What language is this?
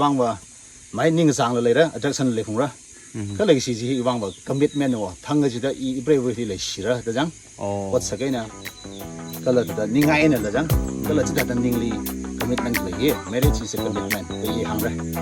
Tangkhul Naga (India)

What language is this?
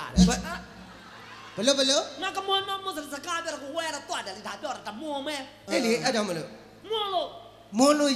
Burmese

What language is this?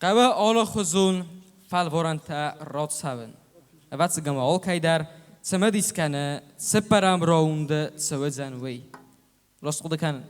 Ossetic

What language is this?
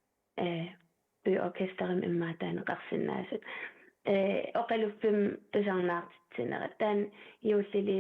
Kalaallisut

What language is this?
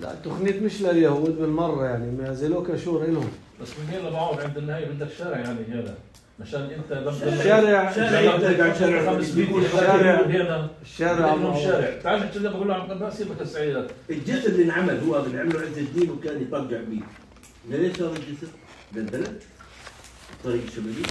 North Levantine Arabic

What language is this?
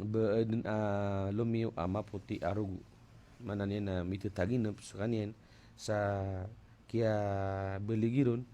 Maranao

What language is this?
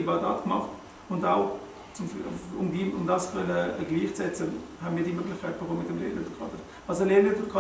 Swiss German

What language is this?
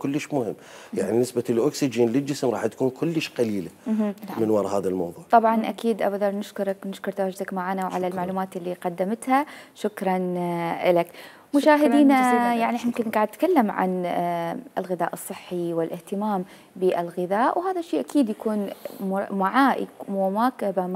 Mesopotamian Arabic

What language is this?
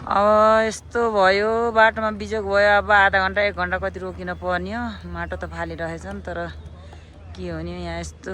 Nepali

